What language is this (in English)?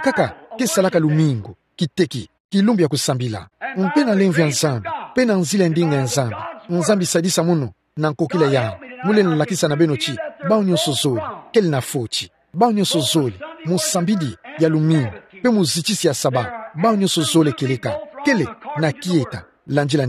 Kituba (Democratic Republic of Congo)